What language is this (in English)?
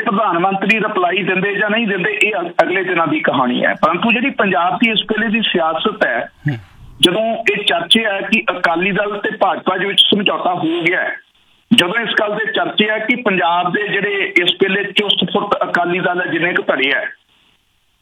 Punjabi